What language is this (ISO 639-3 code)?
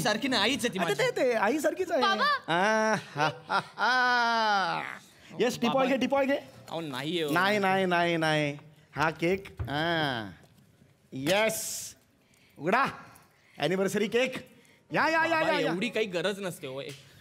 mar